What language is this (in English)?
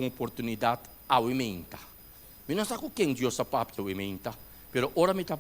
Papiamento